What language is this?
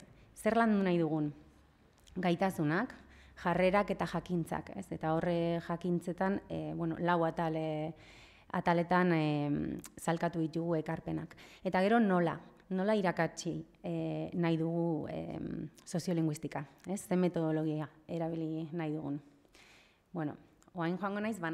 Basque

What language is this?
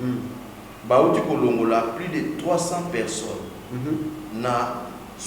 Lingala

